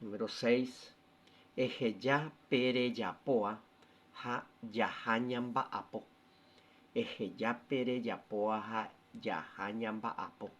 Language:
Guarani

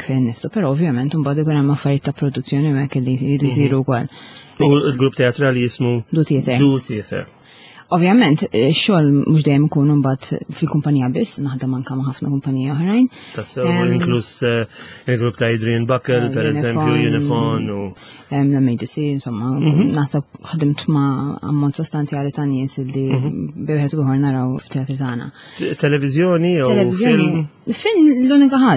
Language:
Maltese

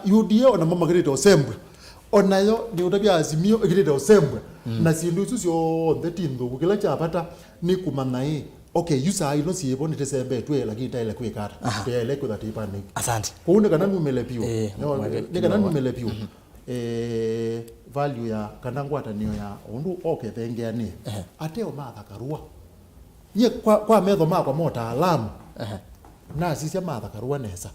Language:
Kamba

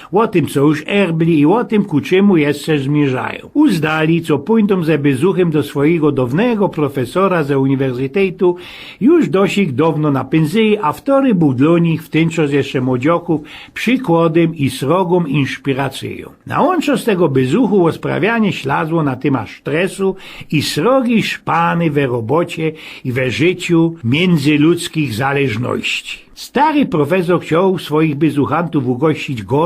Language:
Silesian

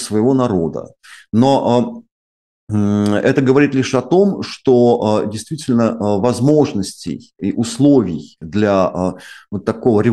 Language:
Russian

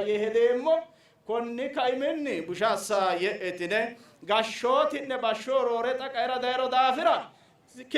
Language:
Sidamo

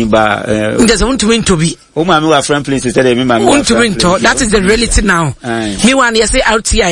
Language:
Akan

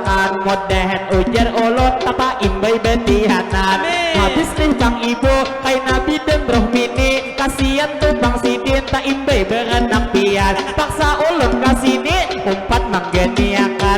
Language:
Banjar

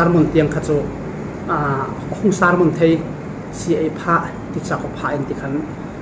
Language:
Falam Chin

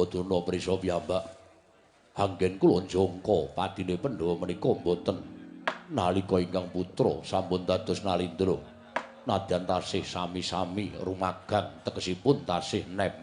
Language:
Javanese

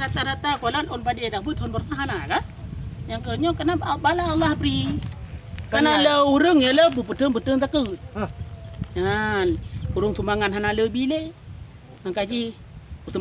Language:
Achinese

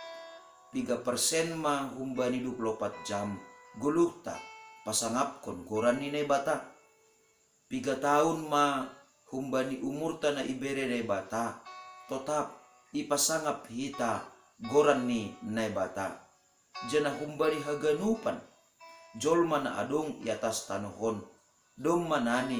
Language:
Batak Simalungun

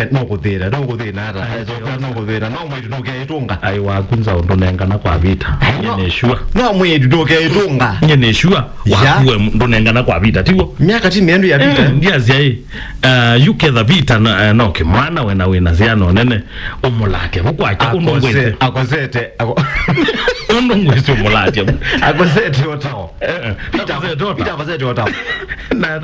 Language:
Kamba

